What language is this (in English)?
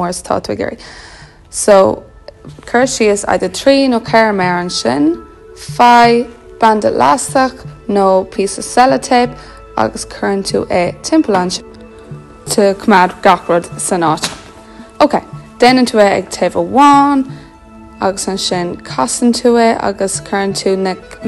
Irish